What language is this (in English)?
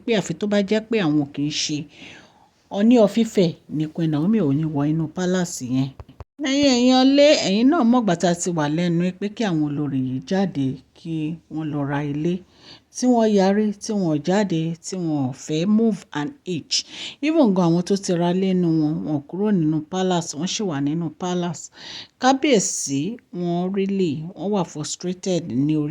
Yoruba